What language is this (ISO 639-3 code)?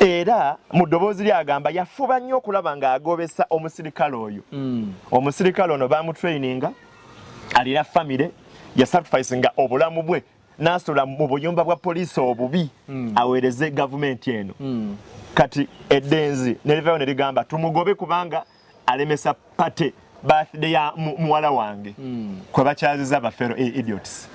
lug